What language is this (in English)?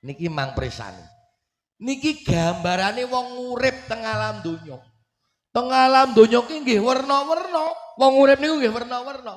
Javanese